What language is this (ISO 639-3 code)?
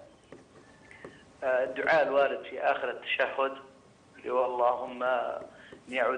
ara